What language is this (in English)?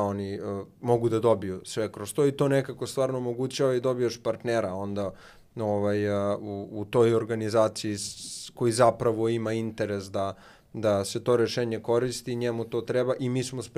Serbian